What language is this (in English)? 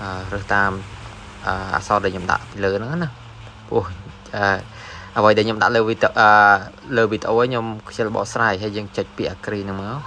Khmer